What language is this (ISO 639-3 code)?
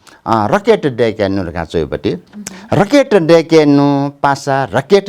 new